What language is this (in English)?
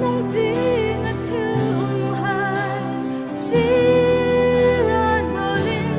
Hmar